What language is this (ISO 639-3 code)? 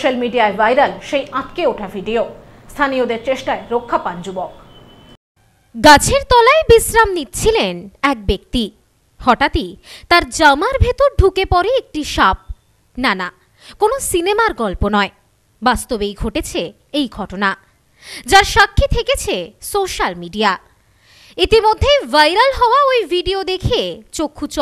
ben